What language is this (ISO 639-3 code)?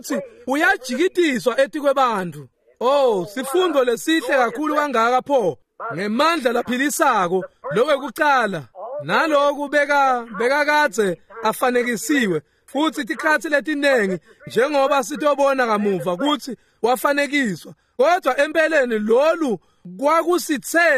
ssw